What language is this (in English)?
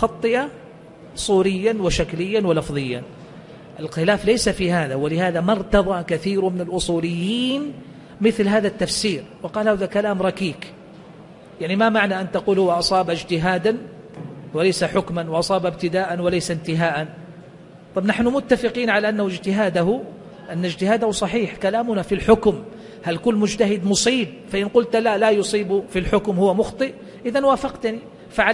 Arabic